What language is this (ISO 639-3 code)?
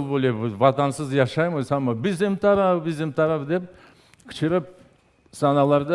crh